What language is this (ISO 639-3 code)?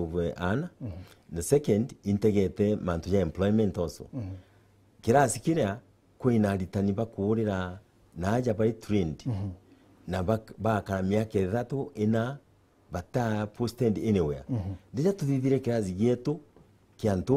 mer